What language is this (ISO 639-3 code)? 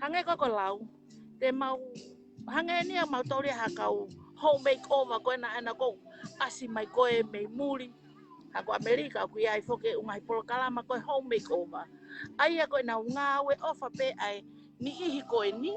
ton